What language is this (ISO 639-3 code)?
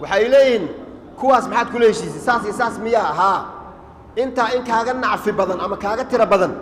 som